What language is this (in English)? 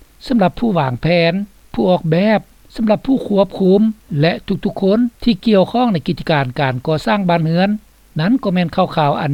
Lao